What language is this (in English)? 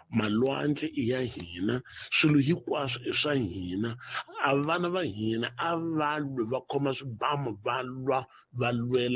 Tsonga